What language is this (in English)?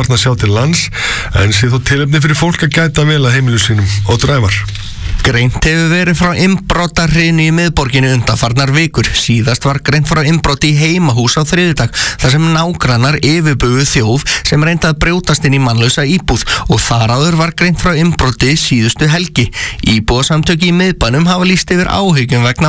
Icelandic